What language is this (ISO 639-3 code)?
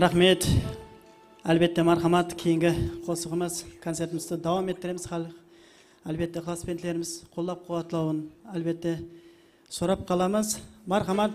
kaa